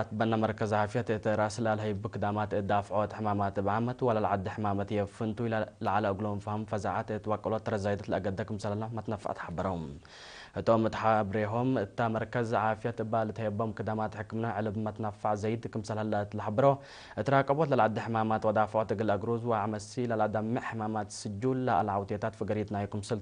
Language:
Tigre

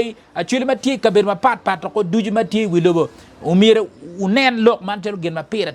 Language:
Acoli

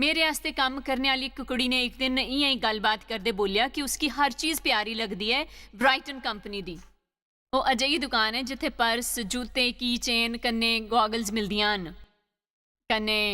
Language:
Dogri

